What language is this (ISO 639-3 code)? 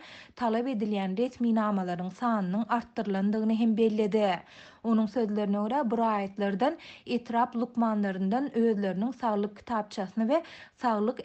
tuk